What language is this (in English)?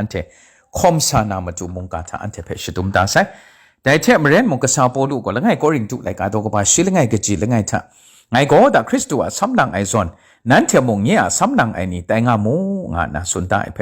Kachin